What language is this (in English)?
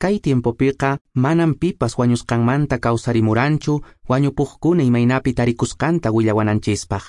Quechua